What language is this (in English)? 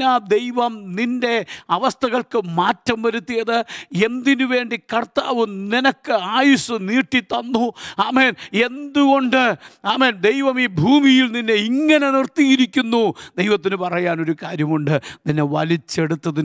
Malayalam